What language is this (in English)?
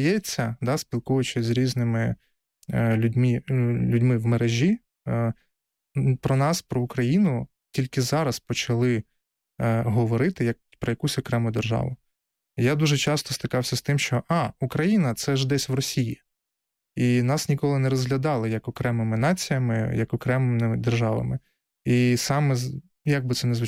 Ukrainian